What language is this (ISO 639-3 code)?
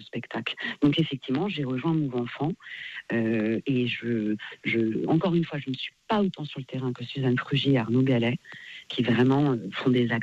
fra